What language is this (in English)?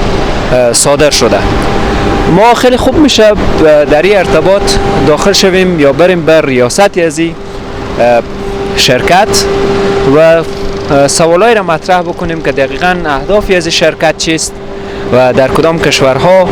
Persian